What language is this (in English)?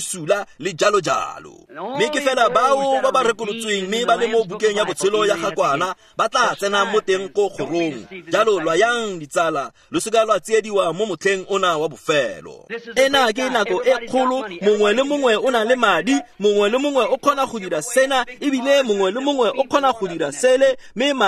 Tswana